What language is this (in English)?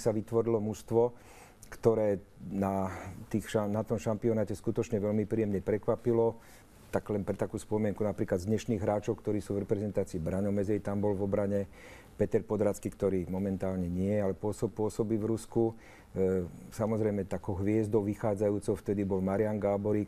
Slovak